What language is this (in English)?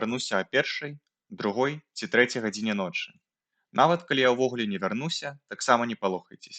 Belarusian